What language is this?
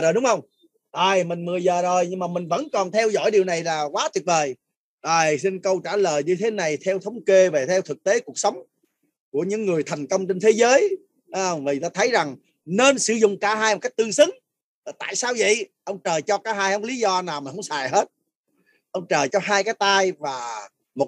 Vietnamese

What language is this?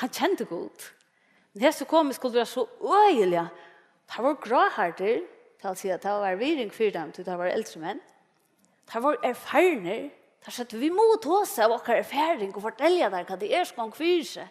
Faroese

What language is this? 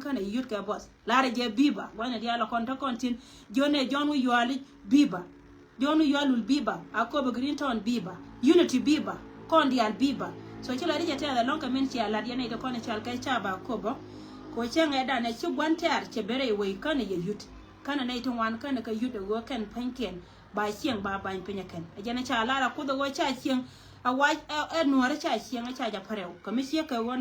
Nuer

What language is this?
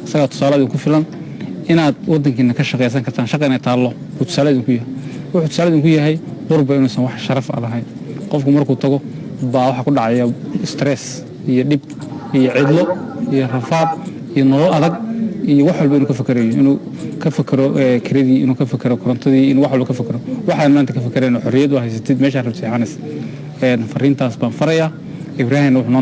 Somali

